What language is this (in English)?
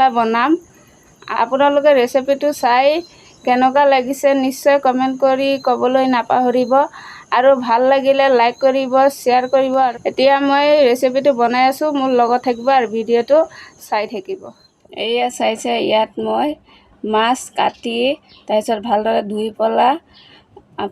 Assamese